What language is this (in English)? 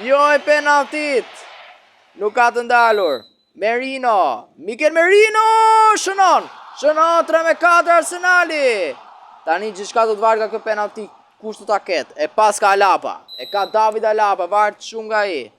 Albanian